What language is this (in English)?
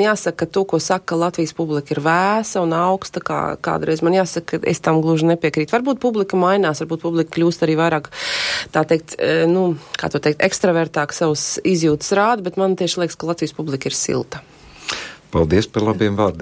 Latvian